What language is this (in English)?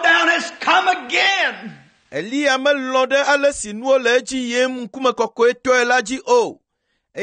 Ewe